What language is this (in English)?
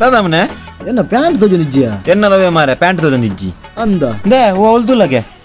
Tulu